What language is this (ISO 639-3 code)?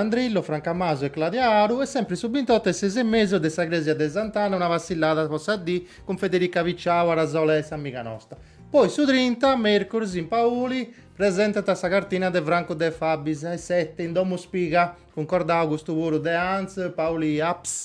srd